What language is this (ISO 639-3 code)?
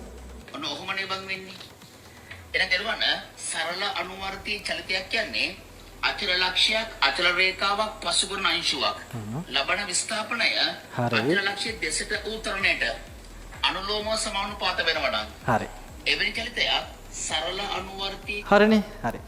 sin